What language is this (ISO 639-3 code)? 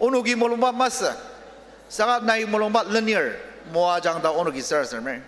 njo